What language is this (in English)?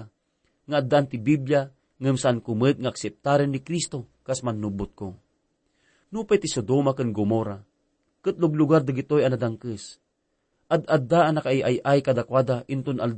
Iloko